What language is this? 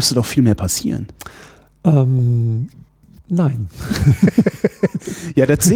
German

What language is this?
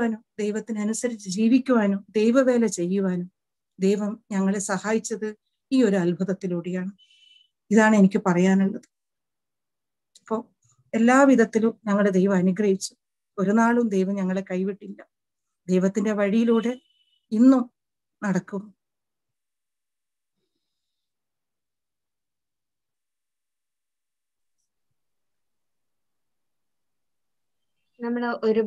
Malayalam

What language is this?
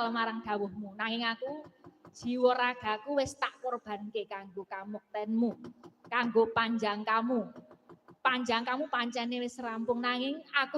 Javanese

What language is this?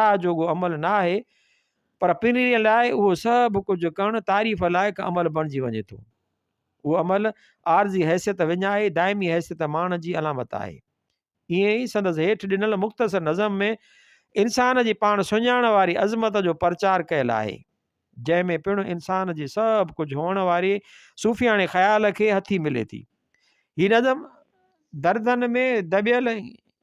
Sindhi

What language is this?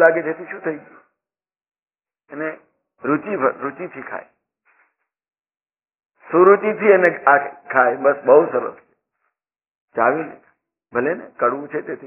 Gujarati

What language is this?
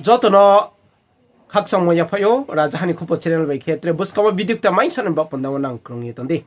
Riang (India)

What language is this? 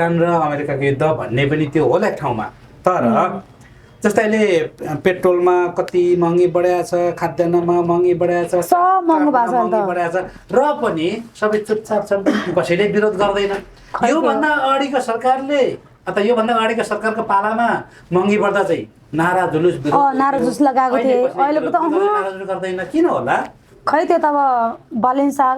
Nepali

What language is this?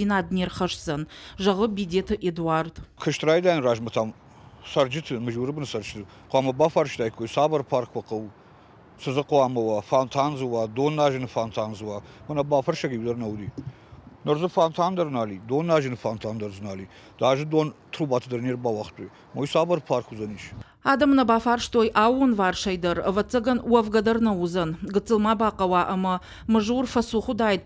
Ossetic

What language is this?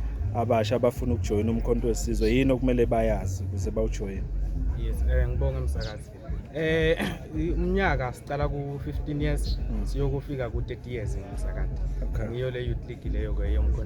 Zulu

